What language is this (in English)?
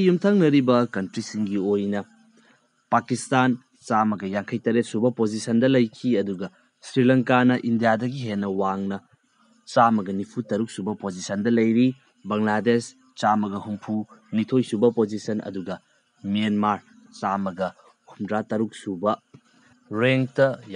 Manipuri